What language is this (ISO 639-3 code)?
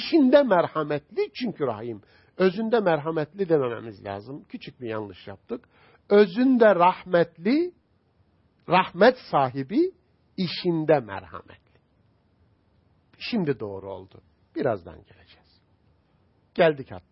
tur